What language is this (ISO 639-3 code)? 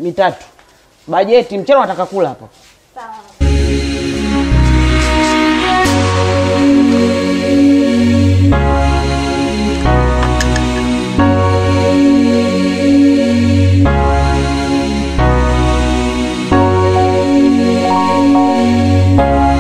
swa